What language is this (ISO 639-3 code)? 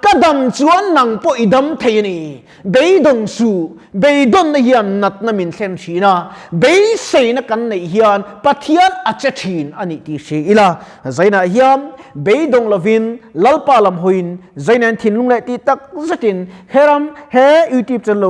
lus